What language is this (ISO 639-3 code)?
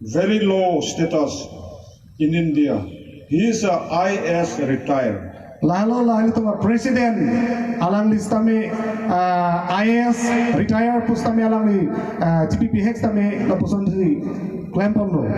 mjw